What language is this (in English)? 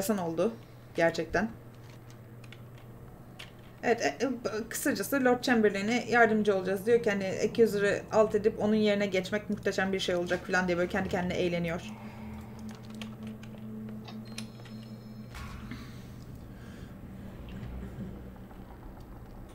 Turkish